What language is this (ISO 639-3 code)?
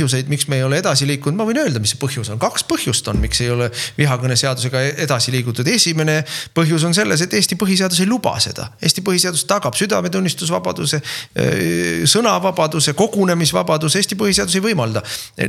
est